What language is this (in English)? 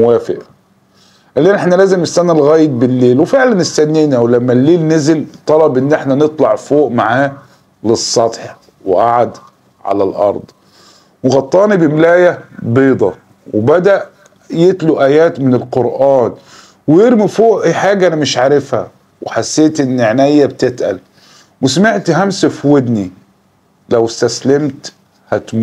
Egyptian Arabic